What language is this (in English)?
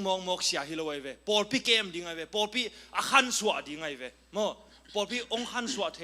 Tedim Chin